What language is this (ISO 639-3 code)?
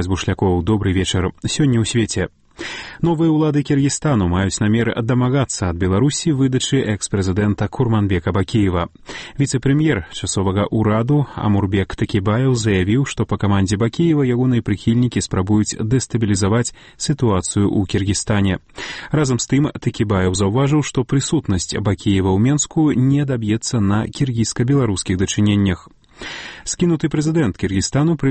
bel